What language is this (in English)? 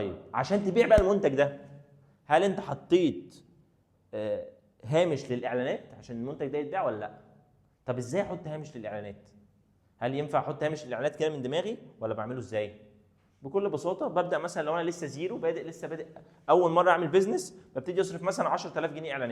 Egyptian Arabic